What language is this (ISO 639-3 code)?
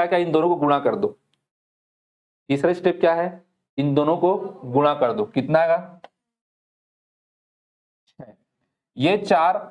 hin